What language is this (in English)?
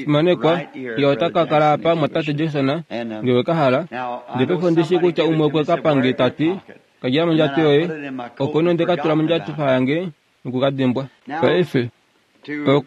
Kuanyama